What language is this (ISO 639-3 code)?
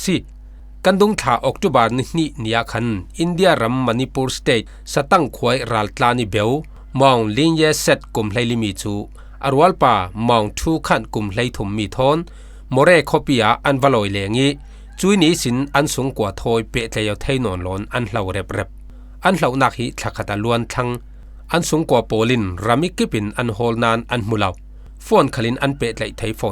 cfm